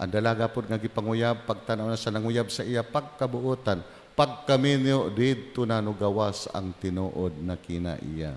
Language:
Cebuano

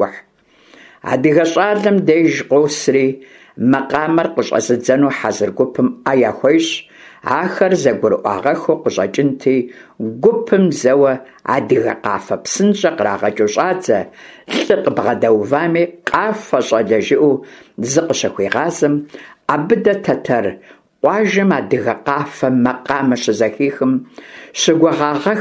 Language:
Kabardian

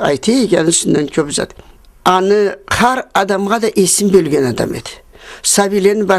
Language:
Karachay-Balkar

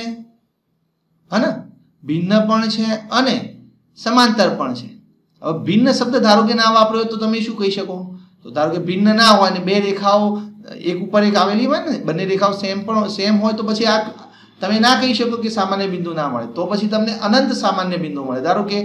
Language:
Gujarati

